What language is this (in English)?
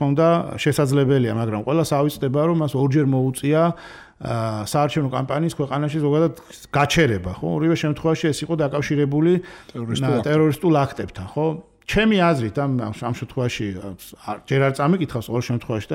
Georgian